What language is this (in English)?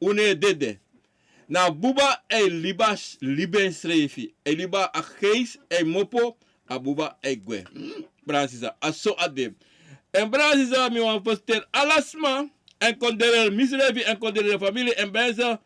Sranan Tongo